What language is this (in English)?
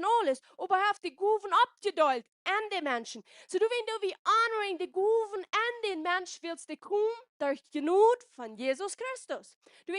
Plautdietsch